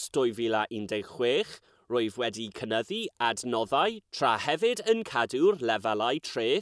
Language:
Welsh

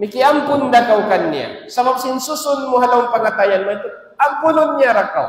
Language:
Tausug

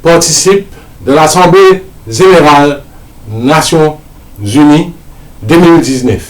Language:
Morisyen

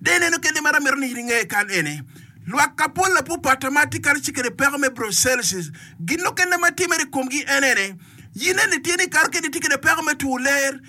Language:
Acoli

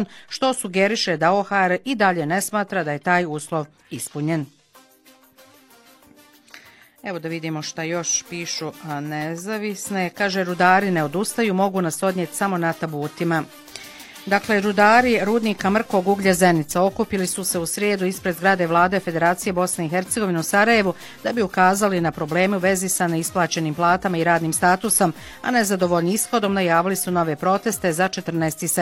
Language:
Bosnian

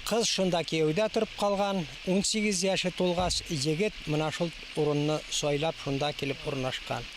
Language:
Bashkir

